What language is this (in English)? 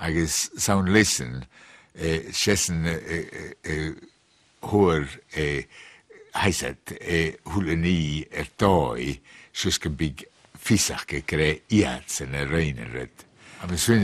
Scottish Gaelic